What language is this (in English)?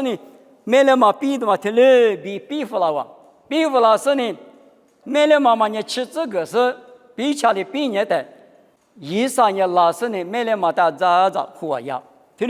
Lisu